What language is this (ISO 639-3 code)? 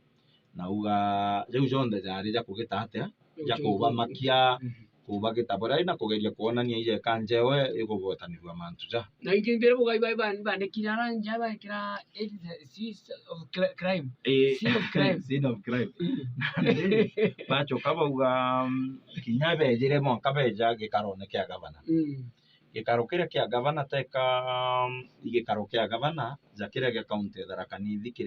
mer